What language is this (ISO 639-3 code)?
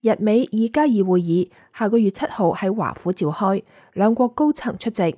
yue